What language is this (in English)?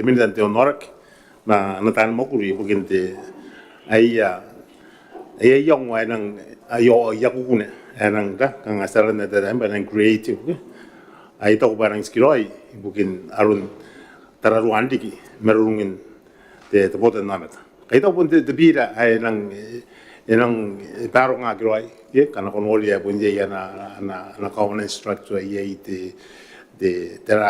Gilbertese